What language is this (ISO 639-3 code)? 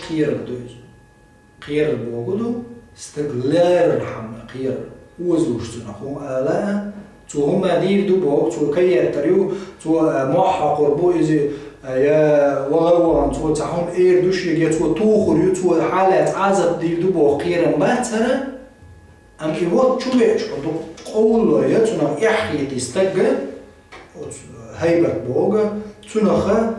che